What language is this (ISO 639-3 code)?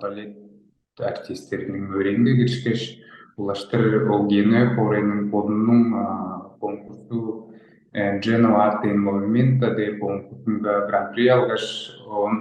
tyv